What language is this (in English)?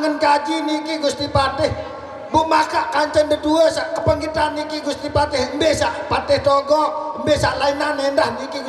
Sasak